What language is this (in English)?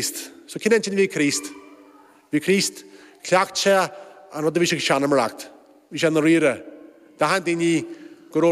Irish